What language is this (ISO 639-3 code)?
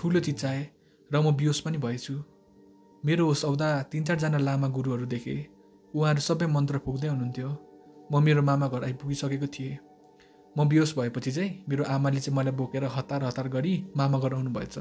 nep